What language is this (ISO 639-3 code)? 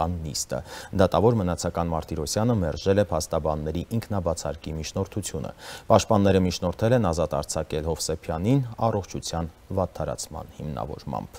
hye